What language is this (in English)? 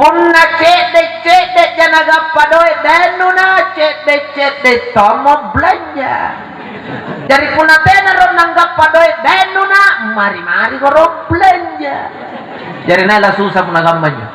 Makasar